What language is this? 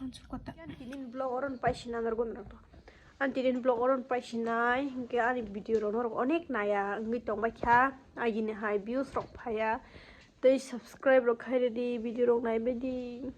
Kok Borok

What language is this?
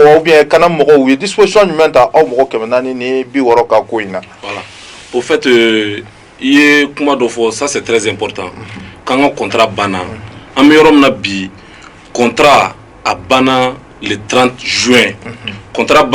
Bambara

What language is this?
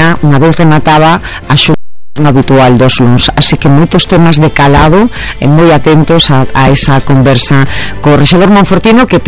Galician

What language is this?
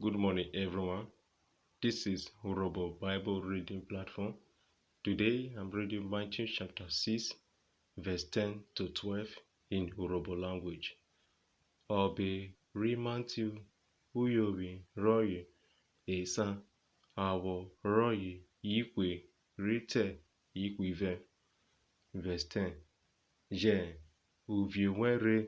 Urhobo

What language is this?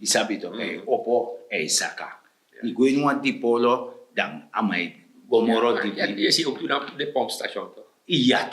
Sranan Tongo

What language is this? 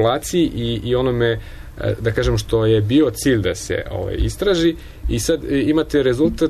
Serbian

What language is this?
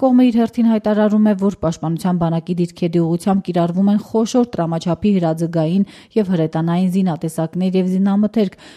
Armenian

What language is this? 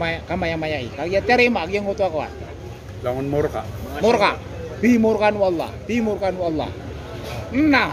Maranao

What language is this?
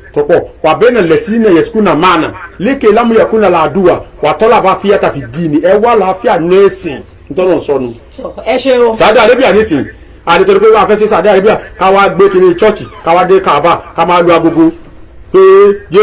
Yoruba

